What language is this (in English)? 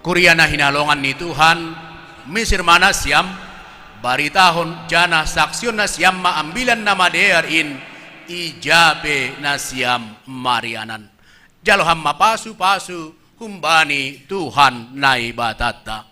Batak Simalungun